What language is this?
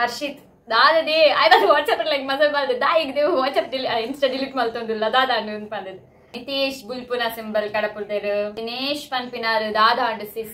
Tulu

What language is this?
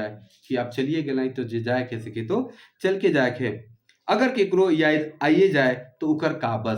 Sadri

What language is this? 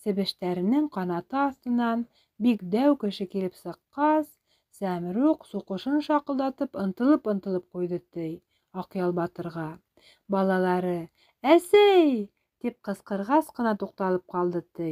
Bashkir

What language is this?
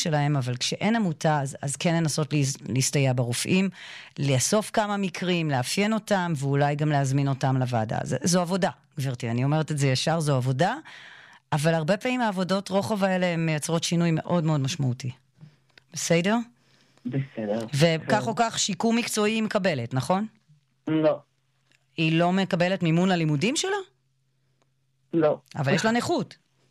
Hebrew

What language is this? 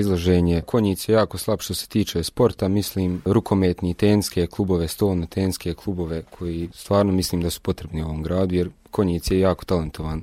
Bosnian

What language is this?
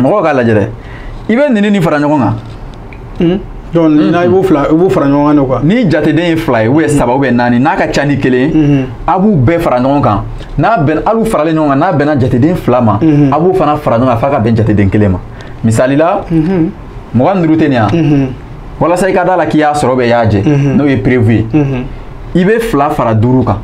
Bambara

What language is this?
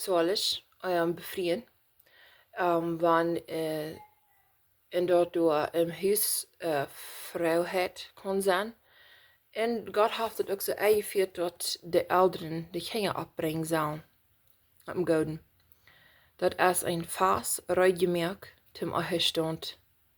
Plautdietsch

